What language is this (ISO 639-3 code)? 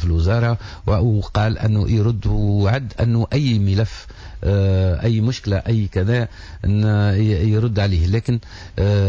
aeb